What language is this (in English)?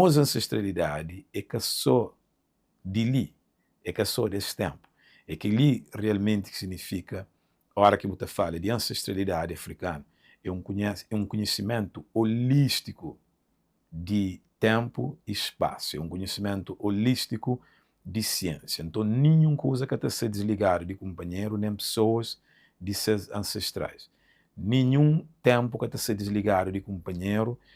Kabuverdianu